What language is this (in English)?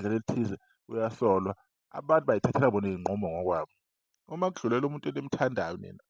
Zulu